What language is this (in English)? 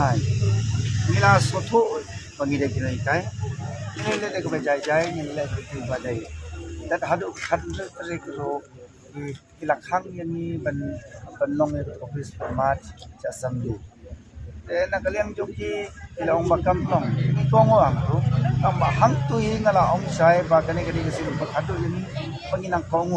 Khasi